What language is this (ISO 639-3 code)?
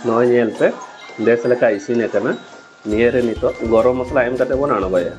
sat